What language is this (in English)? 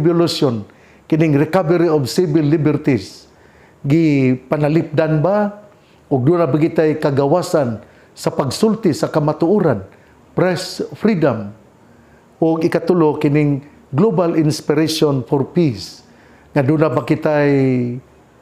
Cebuano